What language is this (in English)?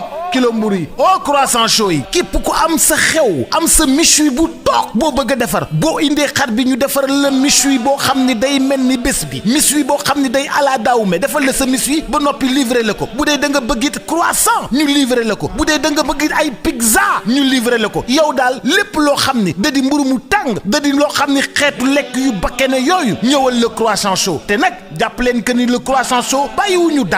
Wolof